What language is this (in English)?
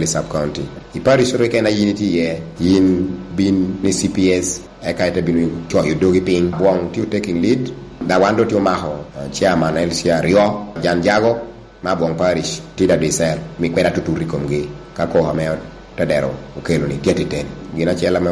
Lango (Uganda)